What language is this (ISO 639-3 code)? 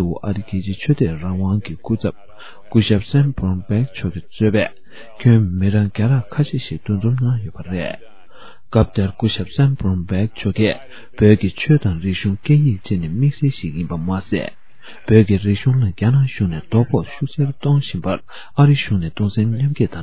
bod